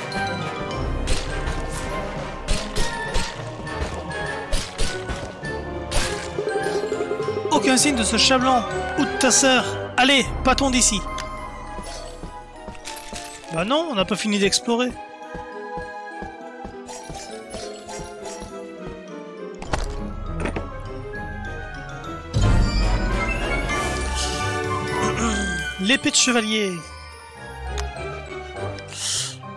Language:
French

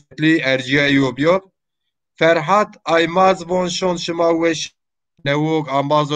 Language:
Zaza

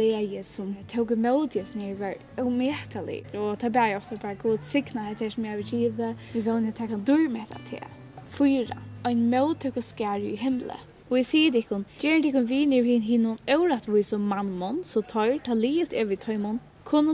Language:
Faroese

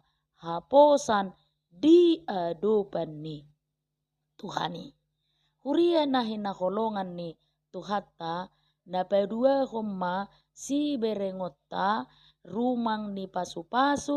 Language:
Batak Toba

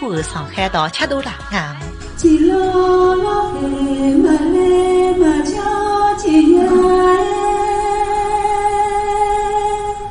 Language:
Akha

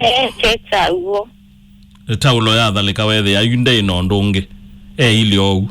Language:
Kamba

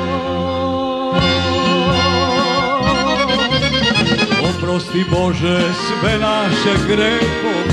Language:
Serbian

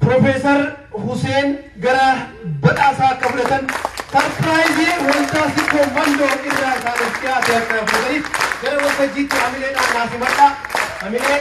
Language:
Oromo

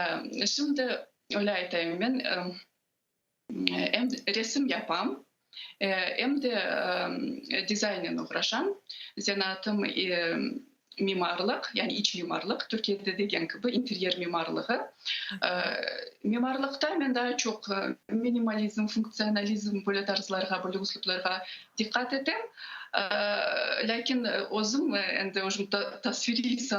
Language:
Crimean Tatar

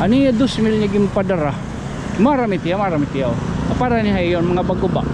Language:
Waray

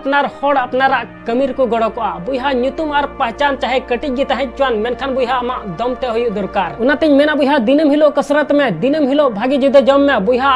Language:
Santali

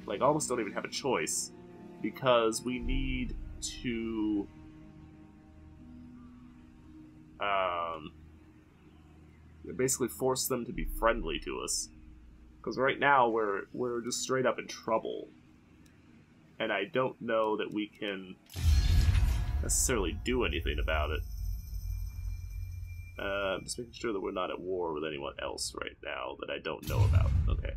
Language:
English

